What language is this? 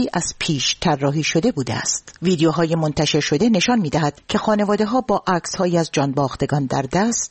Persian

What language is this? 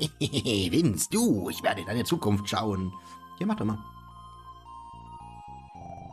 German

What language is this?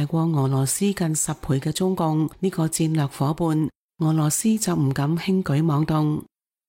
Cantonese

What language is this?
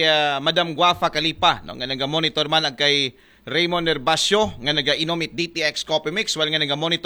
Aklanon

